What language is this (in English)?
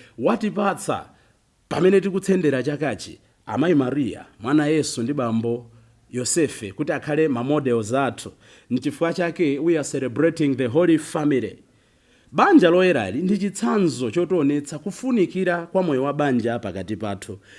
Nyanja